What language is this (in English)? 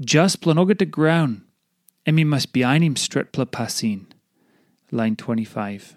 Tok Pisin